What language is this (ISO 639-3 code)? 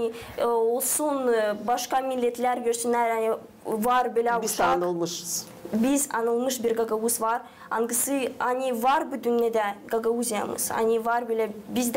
gag